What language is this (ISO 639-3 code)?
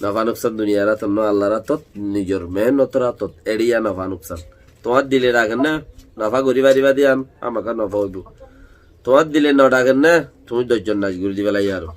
rhg